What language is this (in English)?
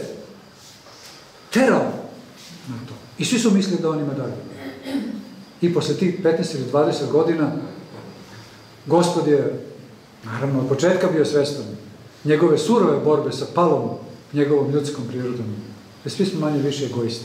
Serbian